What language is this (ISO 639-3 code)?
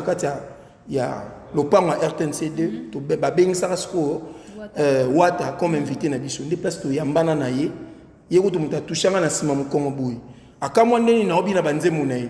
lin